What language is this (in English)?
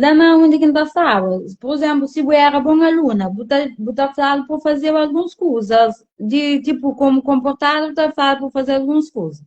Kabuverdianu